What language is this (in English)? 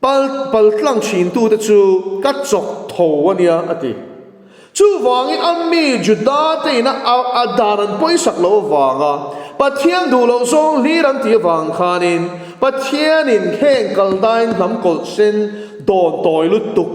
Mizo